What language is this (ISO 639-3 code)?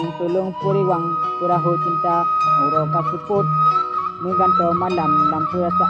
ace